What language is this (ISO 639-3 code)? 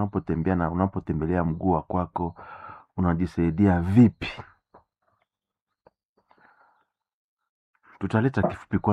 swa